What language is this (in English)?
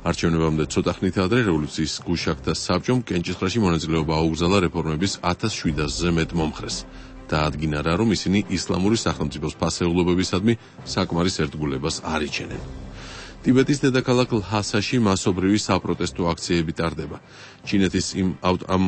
Georgian